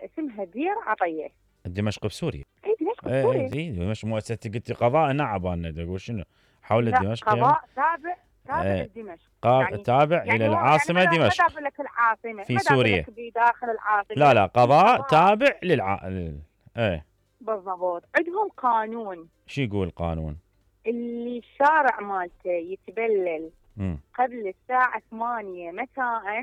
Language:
Mesopotamian Arabic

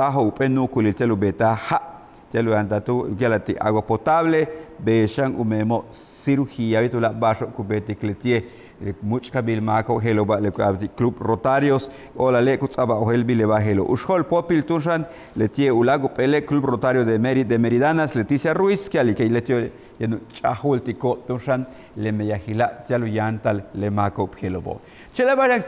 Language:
Yucateco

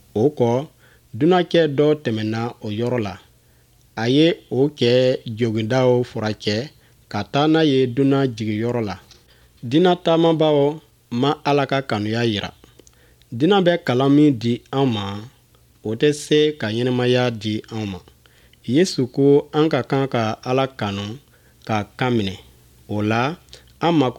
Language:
Bambara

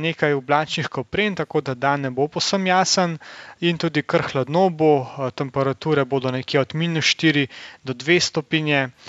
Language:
Slovenian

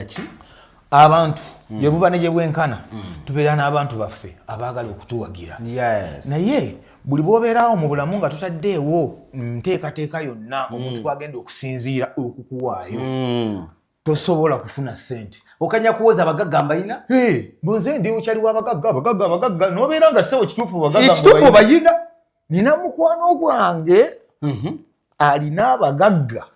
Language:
Ganda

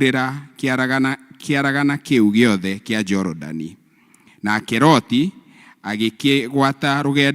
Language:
Kikuyu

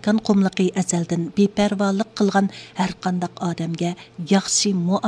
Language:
Uyghur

